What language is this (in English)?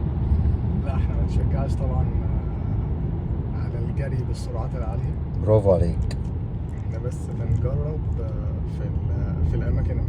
Egyptian Arabic